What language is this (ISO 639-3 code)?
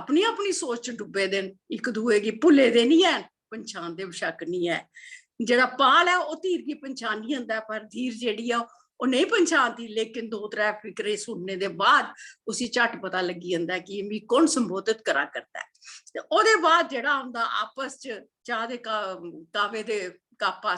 doi